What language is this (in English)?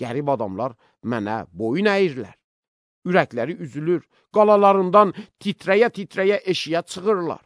Azerbaijani